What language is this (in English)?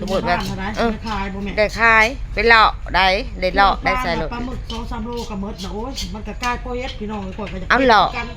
Northeastern Thai